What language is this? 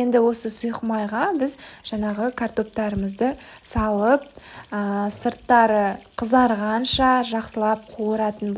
Kazakh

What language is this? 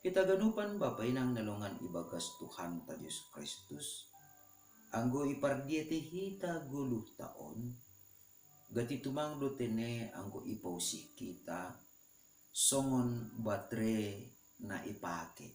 Batak Simalungun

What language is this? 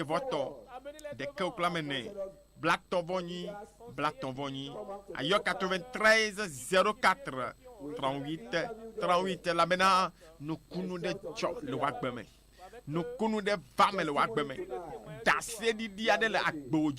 Ewe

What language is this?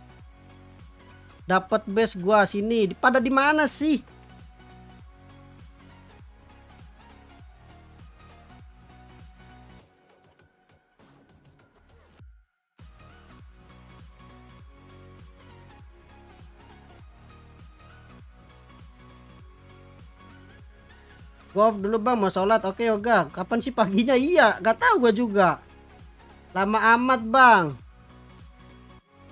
Indonesian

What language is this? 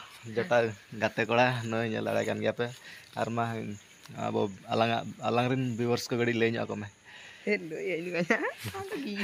Santali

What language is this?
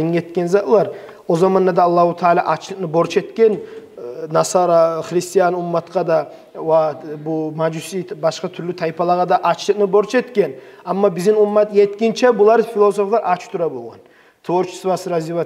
Kumyk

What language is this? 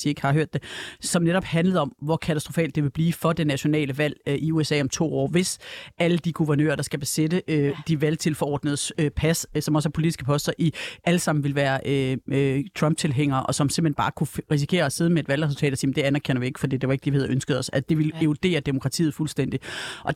Danish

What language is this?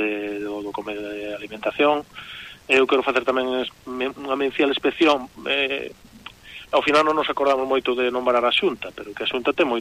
Galician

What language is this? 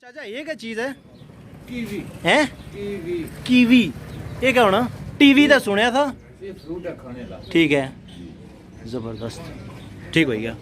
Pahari-Potwari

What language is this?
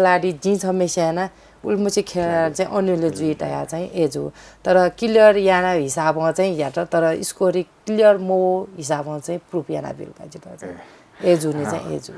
Newari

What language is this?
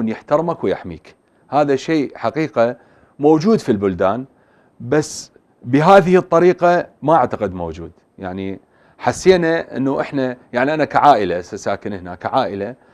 Mesopotamian Arabic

